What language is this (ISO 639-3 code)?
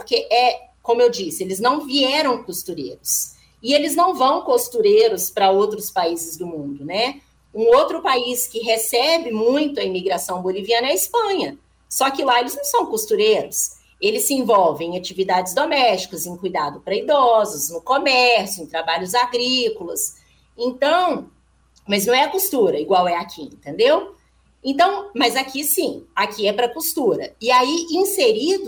por